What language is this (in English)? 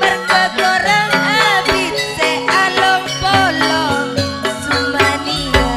Madurese